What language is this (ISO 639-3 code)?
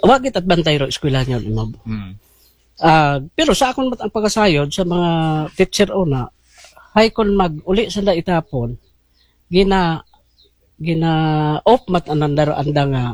akl